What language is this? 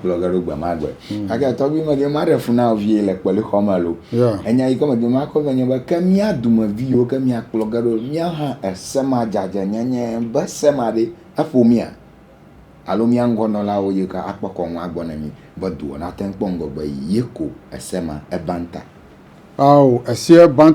Ewe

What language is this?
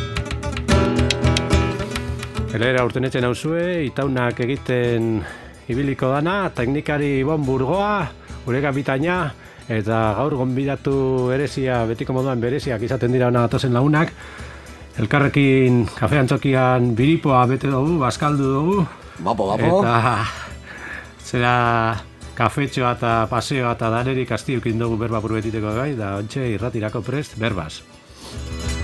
Basque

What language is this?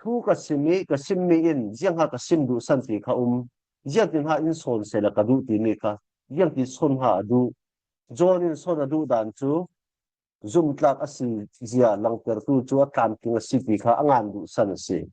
Falam Chin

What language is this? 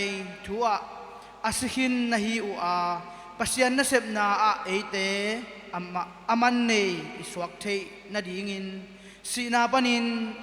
Tedim Chin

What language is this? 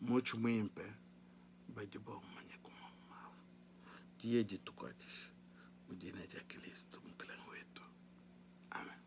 Luba-Lulua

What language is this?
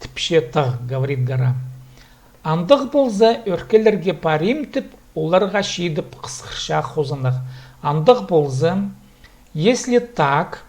Khakas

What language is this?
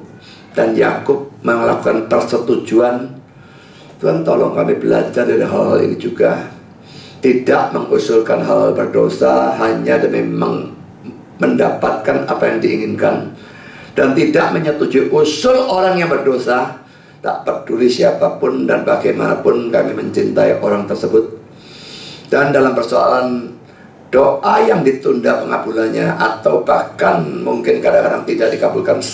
Indonesian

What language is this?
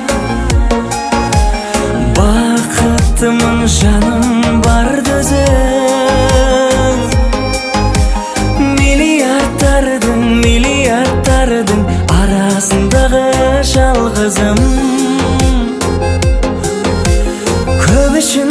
Kazakh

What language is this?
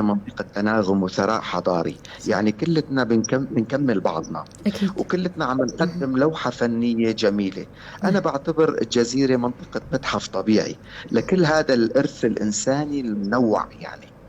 North Levantine Arabic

